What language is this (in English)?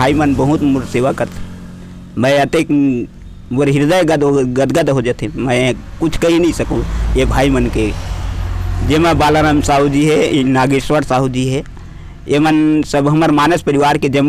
Chhattisgarhi